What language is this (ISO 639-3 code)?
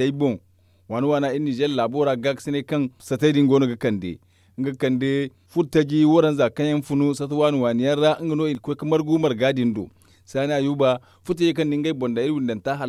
dje